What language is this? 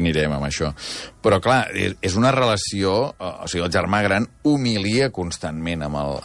Catalan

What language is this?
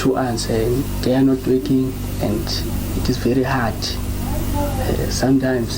Northern Sotho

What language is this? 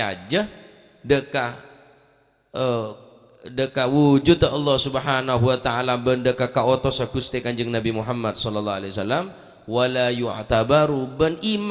Madurese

